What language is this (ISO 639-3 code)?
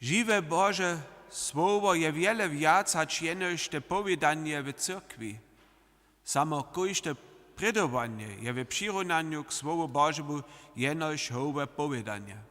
hsb